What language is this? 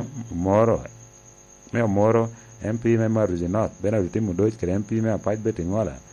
Lango (Uganda)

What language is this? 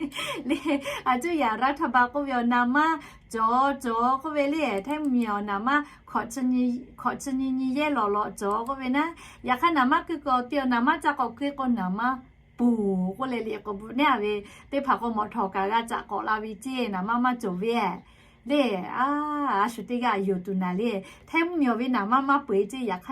Lahu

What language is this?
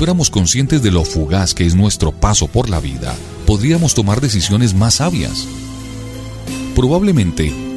Spanish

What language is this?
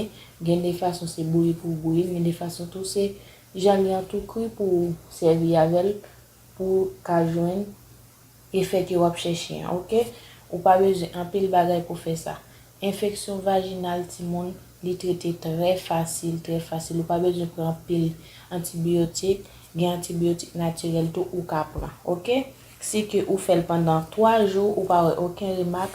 Haitian Creole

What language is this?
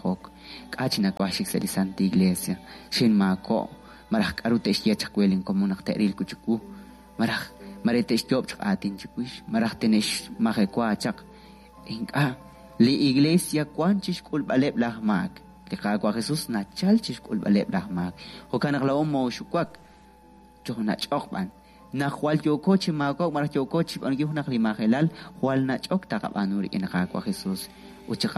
Kekchí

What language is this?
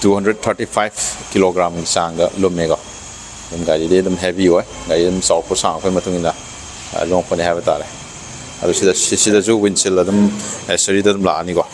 Manipuri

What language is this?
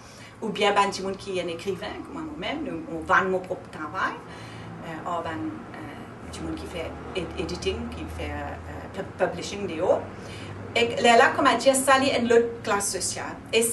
Morisyen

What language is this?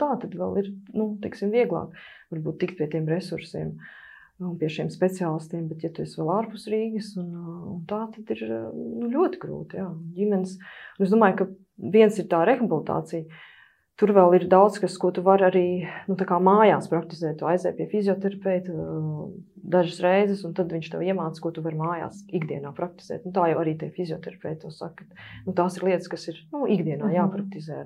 Latvian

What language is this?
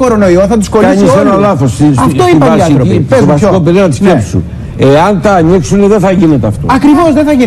Greek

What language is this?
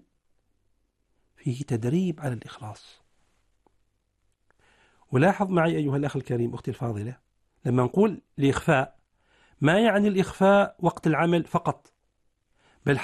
Arabic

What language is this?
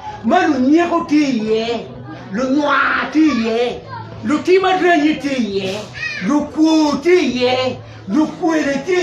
Acoli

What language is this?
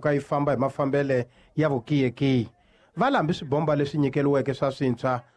Tsonga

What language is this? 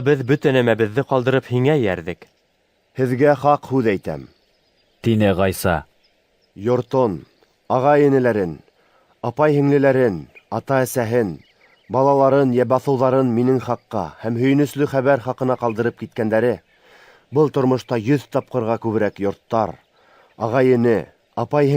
Bashkir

